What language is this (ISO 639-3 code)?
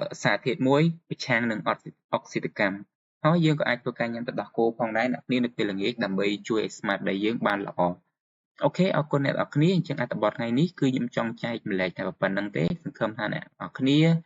khm